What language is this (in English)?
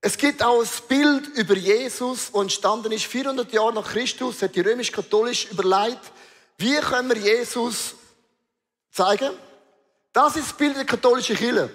Swiss German